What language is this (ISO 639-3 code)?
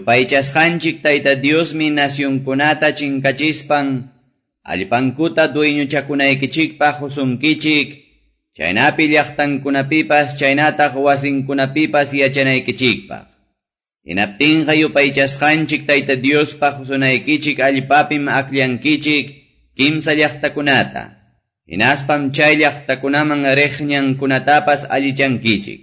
que